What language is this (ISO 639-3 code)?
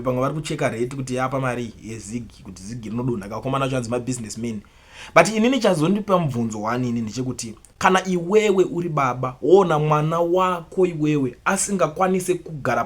sna